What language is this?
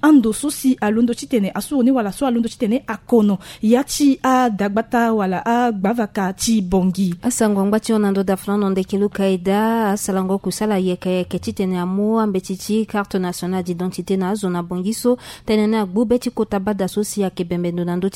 Sango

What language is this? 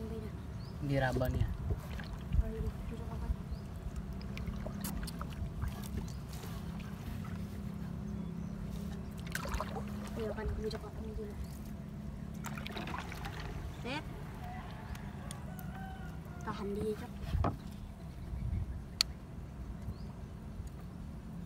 Indonesian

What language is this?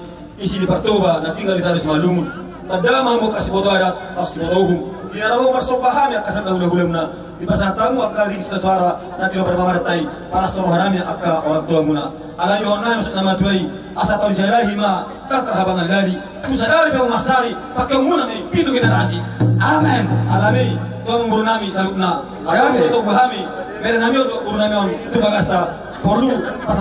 Batak Toba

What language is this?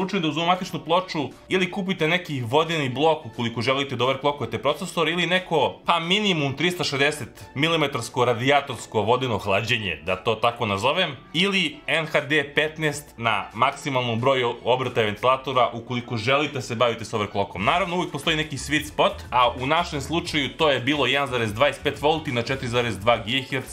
Serbian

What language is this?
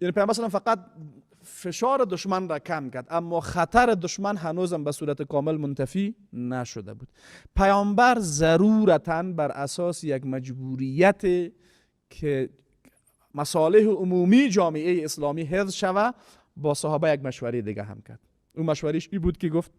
Persian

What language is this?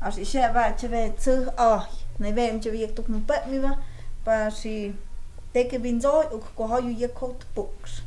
Totontepec Mixe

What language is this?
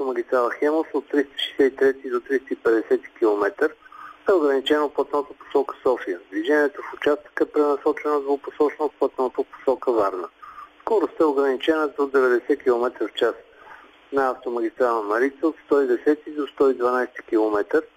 Bulgarian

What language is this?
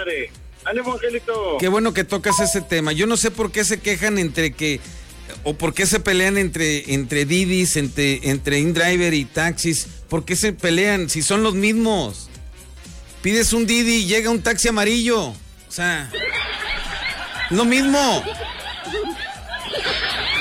Spanish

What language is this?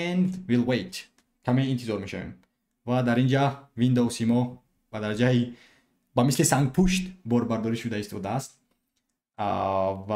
Tajik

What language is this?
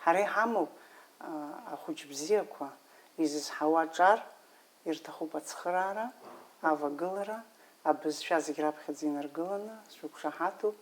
Abkhazian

